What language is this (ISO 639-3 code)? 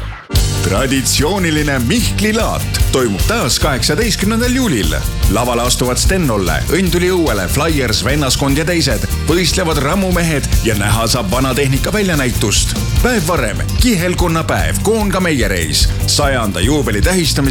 est